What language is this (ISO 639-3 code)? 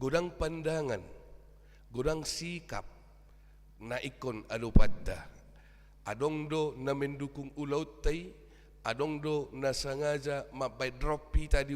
bbc